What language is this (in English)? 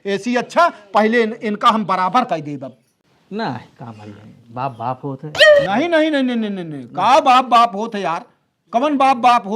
Awadhi